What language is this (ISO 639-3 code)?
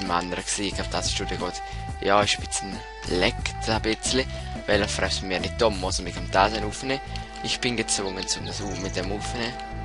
gsw